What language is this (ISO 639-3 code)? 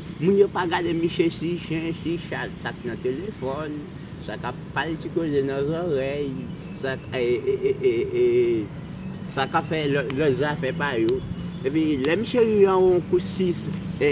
hat